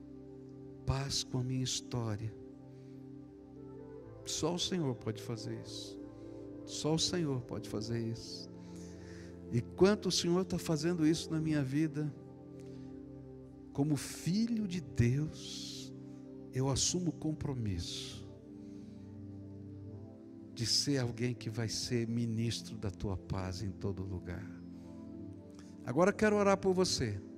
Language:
Portuguese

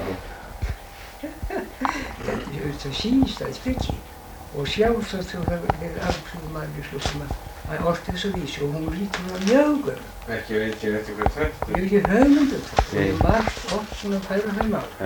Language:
Icelandic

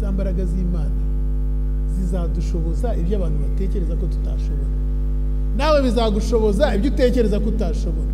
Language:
Kinyarwanda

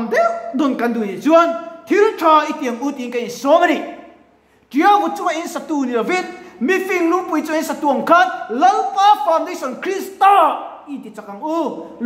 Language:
Mizo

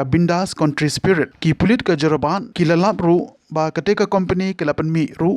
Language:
Khasi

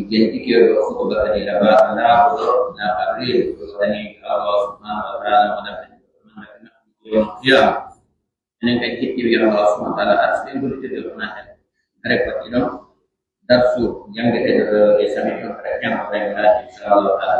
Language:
Pular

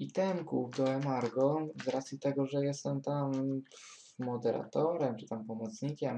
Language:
Polish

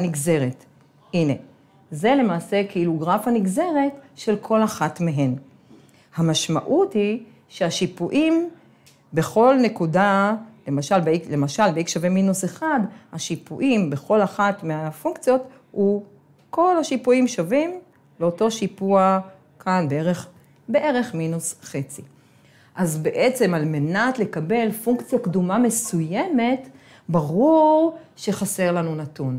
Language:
Hebrew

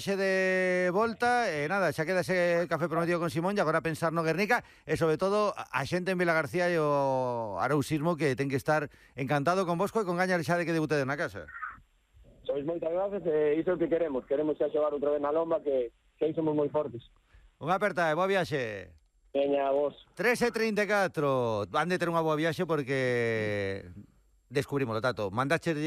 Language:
Galician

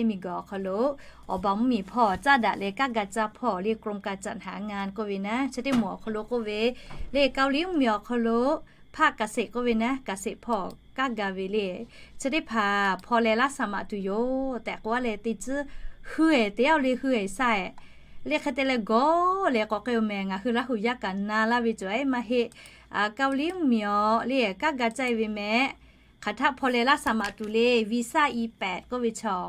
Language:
Lahu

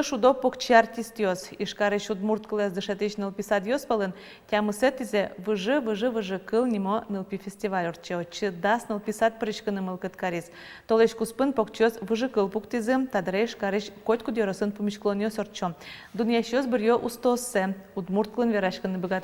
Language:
Udmurt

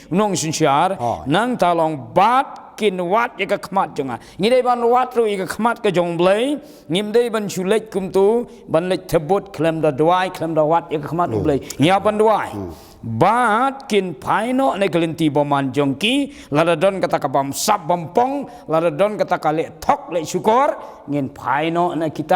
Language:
Khasi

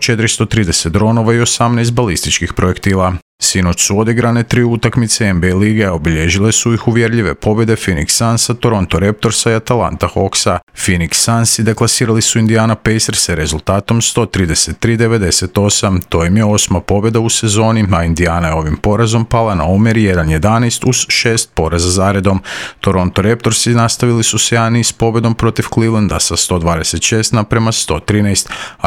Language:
Croatian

